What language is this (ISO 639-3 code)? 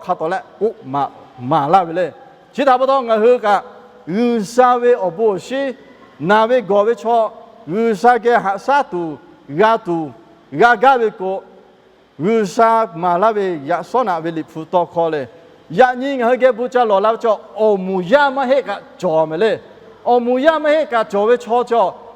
lhu